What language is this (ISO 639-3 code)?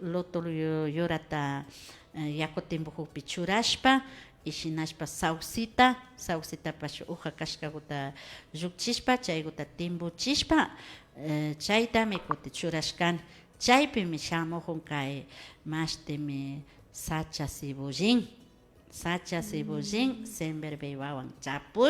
qvi